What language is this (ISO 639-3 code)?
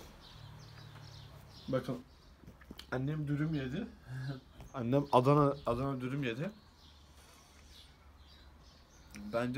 tur